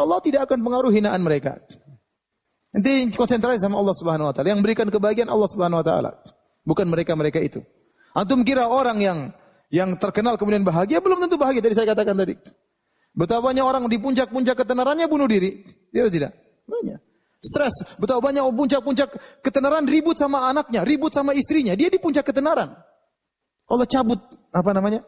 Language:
Indonesian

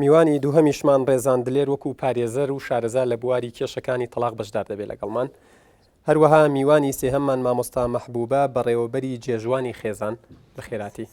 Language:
Central Kurdish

